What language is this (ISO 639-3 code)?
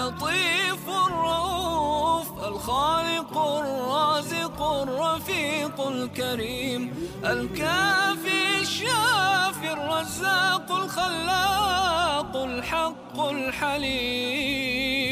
bos